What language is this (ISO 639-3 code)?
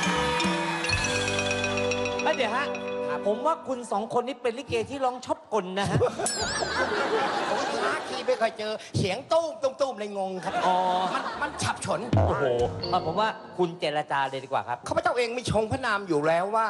tha